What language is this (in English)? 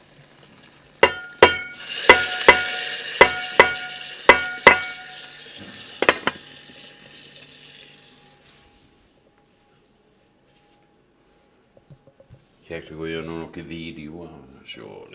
Norwegian